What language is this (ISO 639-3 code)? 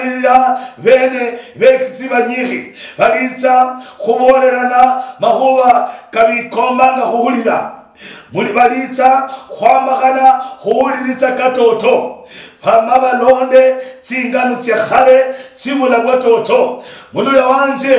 luy